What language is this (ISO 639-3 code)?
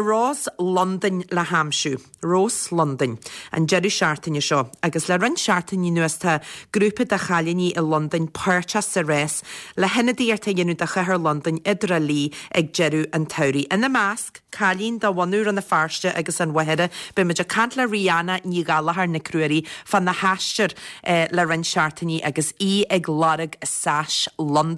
gle